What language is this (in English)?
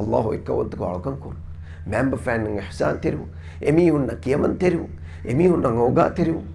Divehi